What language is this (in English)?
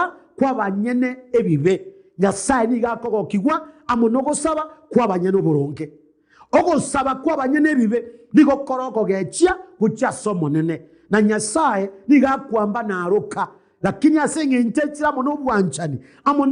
Gusii